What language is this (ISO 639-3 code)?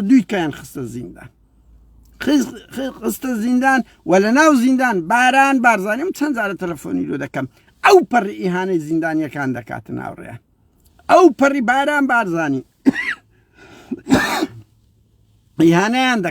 ckb